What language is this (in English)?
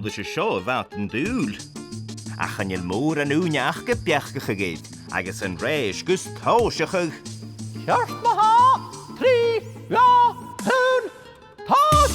Scottish Gaelic